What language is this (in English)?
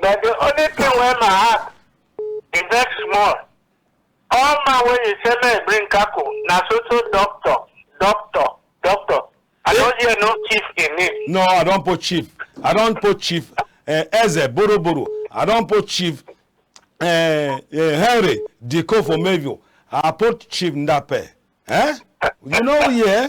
Cameroon Pidgin